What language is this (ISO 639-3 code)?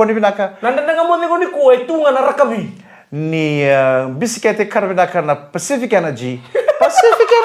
fij